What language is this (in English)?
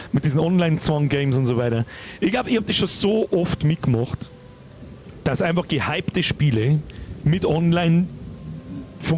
Bavarian